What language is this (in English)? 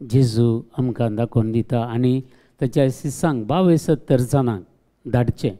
Konkani